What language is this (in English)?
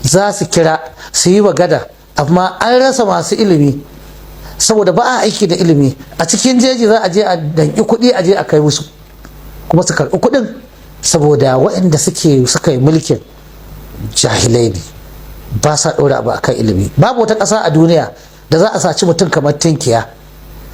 Hausa